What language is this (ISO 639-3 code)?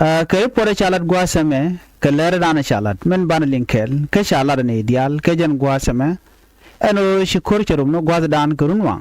nus